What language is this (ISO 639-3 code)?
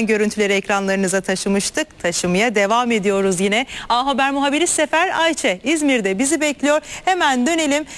tur